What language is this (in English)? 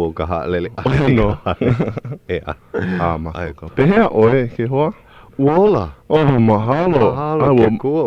Hawaiian